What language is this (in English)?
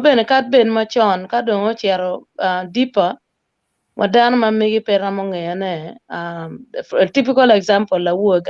Acoli